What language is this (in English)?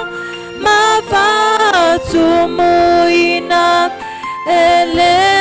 Samoan